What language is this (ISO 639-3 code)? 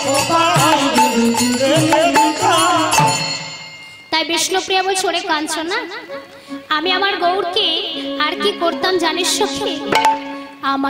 ben